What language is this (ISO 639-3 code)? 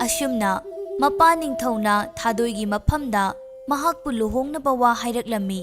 mni